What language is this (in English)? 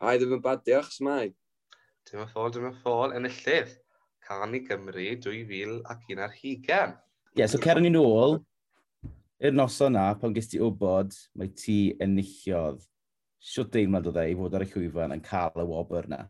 Welsh